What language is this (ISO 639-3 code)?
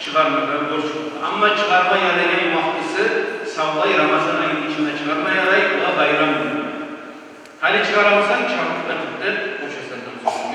kum